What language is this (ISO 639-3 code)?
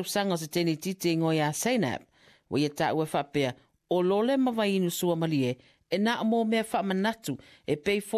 smo